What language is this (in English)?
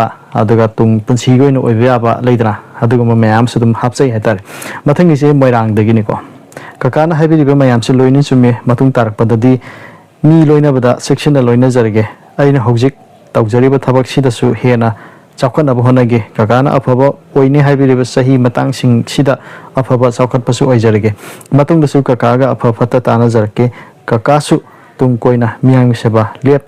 Manipuri